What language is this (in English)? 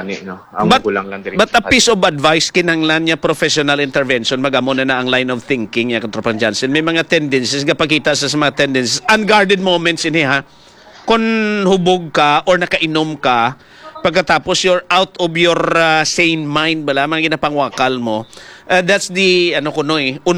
Hiligaynon